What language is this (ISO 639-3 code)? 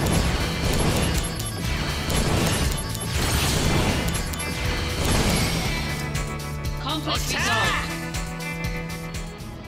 jpn